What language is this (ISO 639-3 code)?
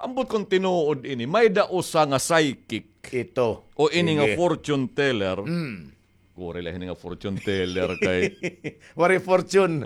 war